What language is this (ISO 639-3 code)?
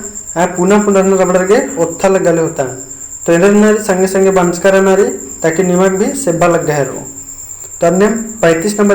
kru